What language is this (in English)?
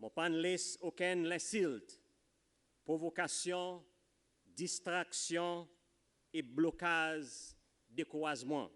Seselwa Creole French